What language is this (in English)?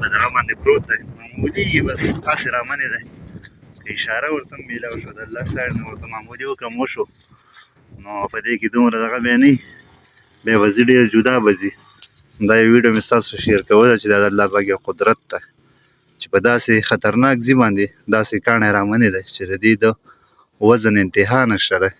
Pashto